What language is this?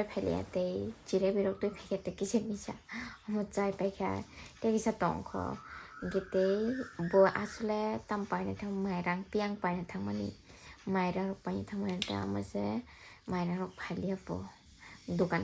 Kok Borok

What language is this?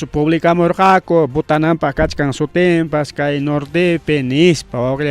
Ayacucho Quechua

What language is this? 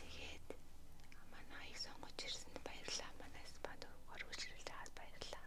Mongolian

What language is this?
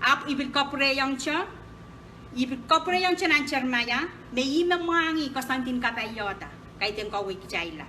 Pohnpeian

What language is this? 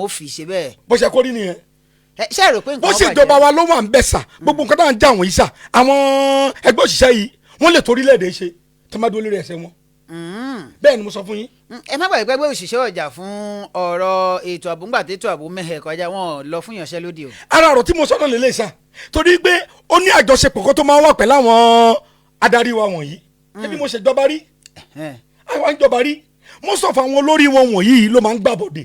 Yoruba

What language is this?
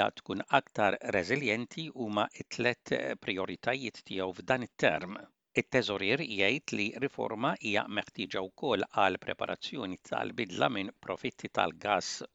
Maltese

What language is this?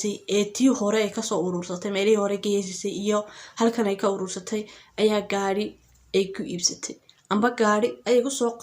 Somali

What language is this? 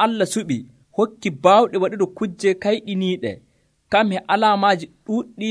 Nigerian Fulfulde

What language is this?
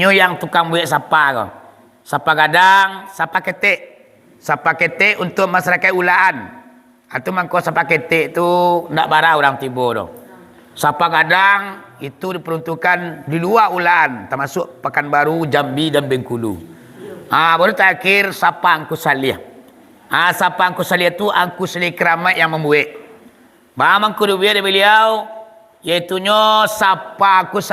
Minangkabau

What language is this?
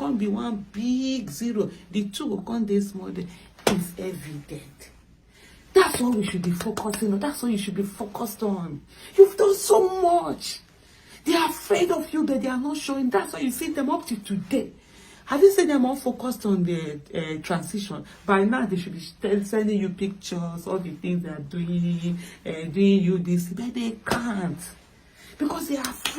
Nigerian Pidgin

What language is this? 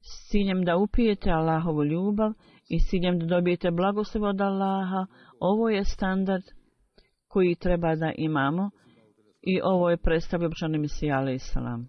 Bosnian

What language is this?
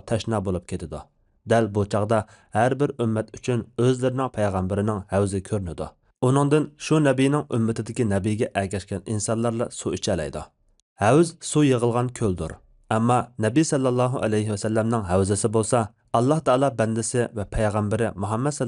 Uyghur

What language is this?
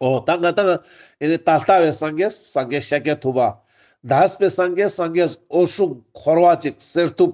Ladakhi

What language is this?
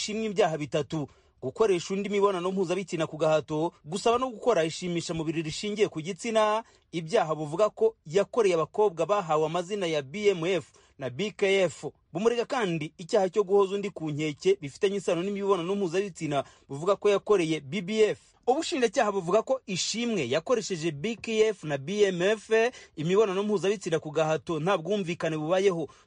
Kinyarwanda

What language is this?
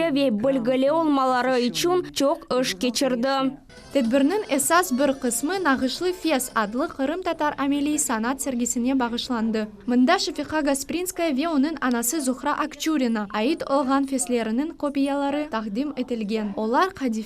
Crimean Tatar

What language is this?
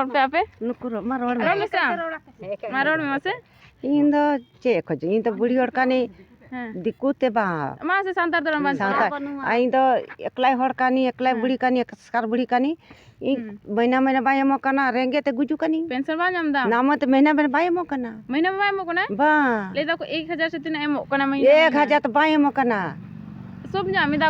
Santali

